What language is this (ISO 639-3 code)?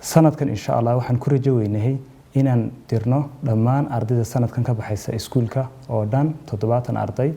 som